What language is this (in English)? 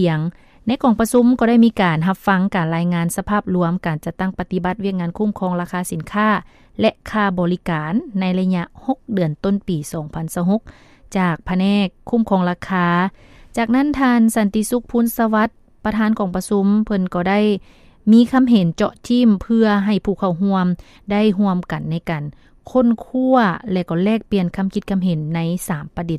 Lao